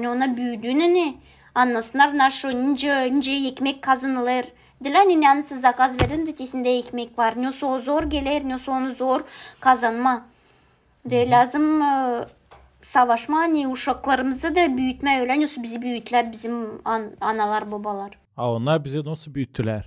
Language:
Gagauz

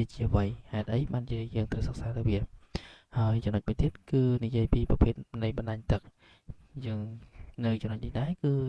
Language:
Khmer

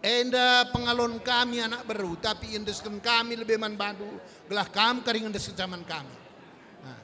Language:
Batak Karo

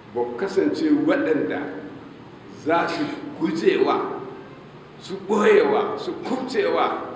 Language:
Hausa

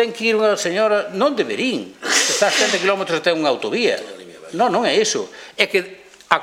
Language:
Galician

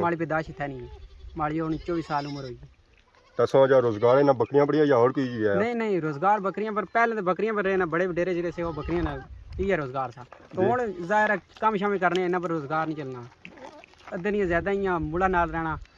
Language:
Pahari-Potwari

